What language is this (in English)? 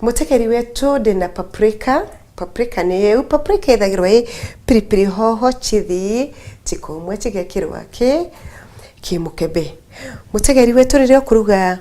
Meru